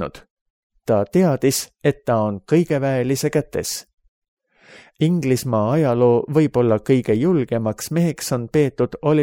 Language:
Estonian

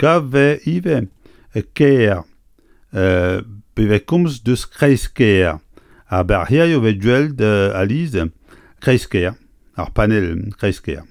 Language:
Breton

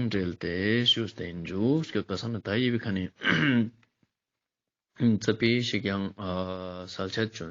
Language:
Ladakhi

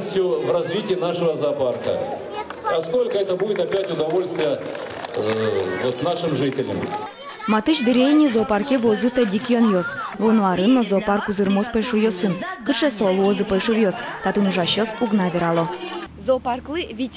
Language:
Udmurt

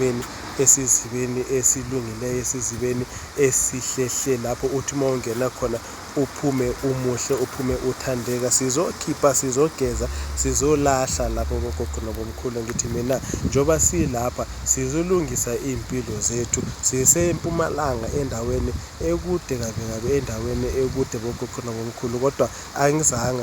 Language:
Zulu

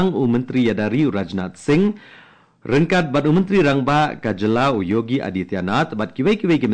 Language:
Khasi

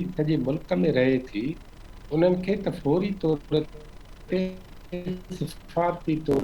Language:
Sindhi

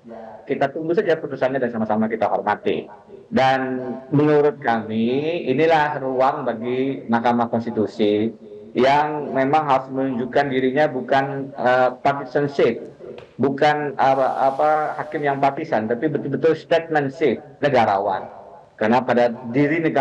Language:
Indonesian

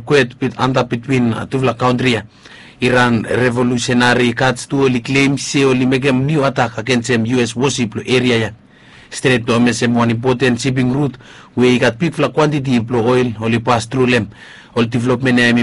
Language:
Bislama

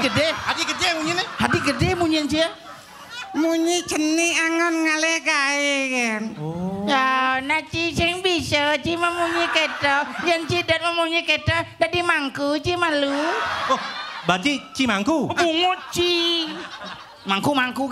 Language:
Balinese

